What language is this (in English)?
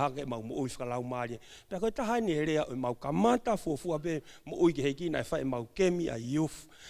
Tongan